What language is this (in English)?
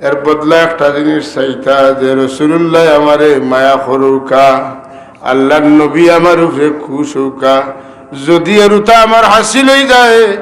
Sylheti